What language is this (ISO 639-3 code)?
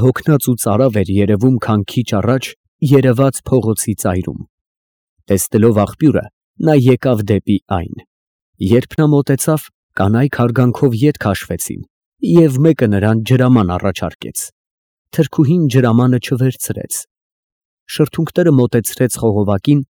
hye